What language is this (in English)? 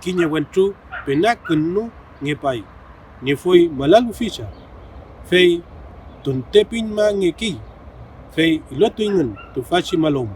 Mapuche